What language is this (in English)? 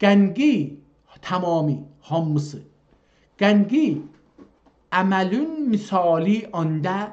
South Azerbaijani